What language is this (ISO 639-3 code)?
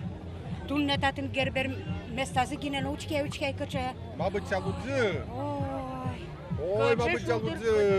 udm